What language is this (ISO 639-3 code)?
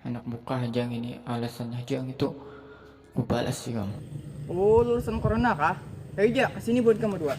bjn